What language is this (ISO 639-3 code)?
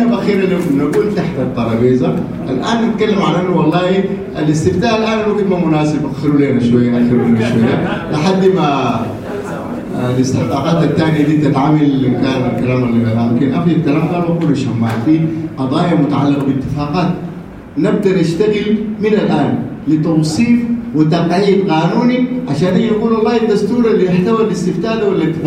apd